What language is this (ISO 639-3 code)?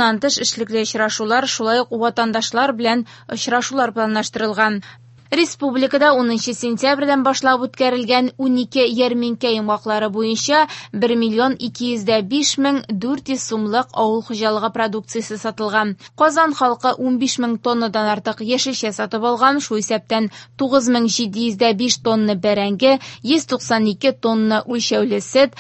tat